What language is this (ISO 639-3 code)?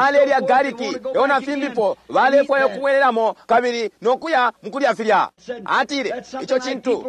bem